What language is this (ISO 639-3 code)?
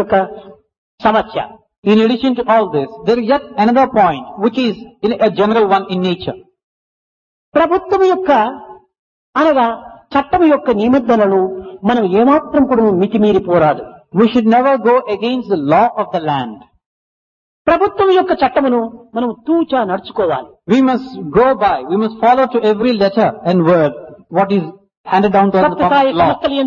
tel